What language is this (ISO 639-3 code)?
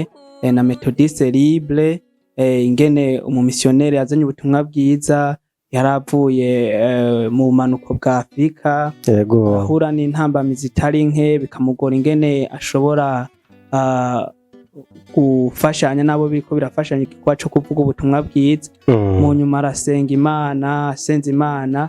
run